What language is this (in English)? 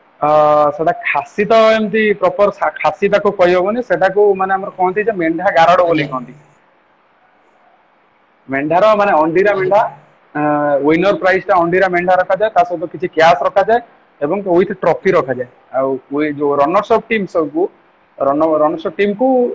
Odia